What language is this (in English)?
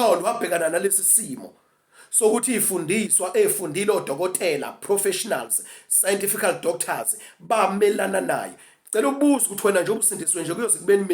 Zulu